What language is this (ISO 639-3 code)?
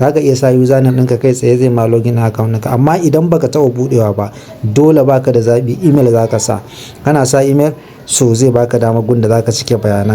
hau